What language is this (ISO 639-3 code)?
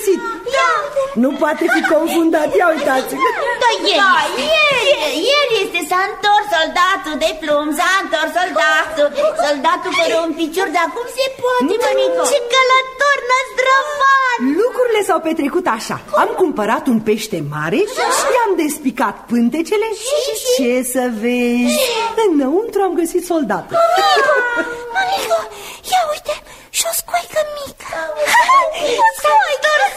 ron